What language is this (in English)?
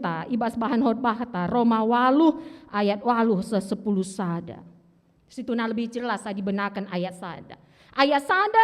Batak Karo